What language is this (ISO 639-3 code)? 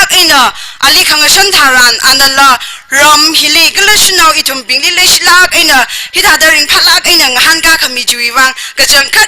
nmf